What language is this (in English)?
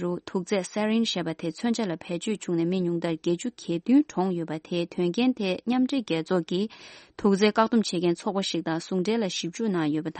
Tibetan